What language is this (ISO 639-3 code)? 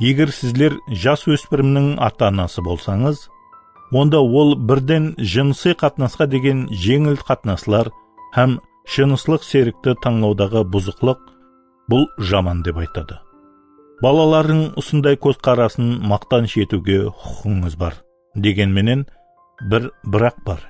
kaa